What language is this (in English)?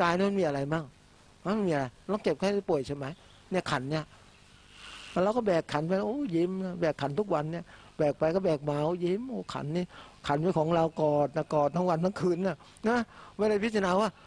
Thai